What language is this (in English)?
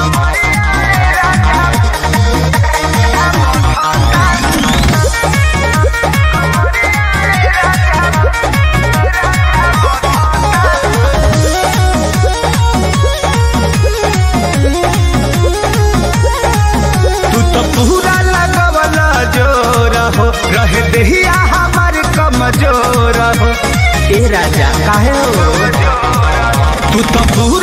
Bhojpuri